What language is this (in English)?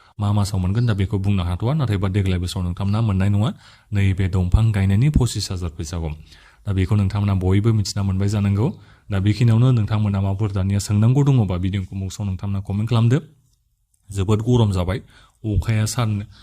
Bodo